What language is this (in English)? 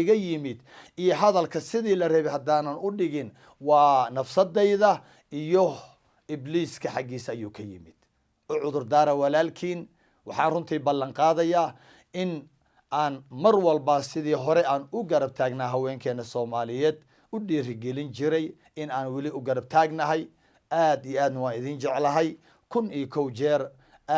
Somali